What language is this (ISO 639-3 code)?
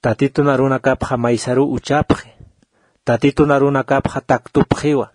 aym